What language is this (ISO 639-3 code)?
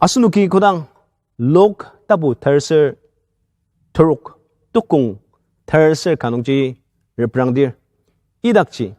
njo